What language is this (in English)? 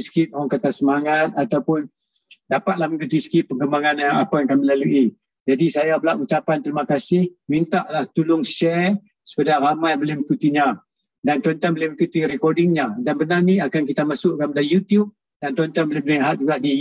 Malay